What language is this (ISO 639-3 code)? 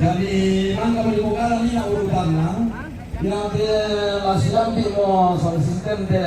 sda